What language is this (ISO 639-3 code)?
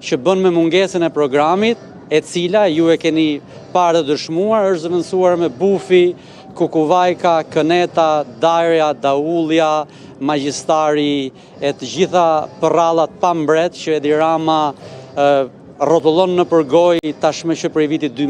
sqi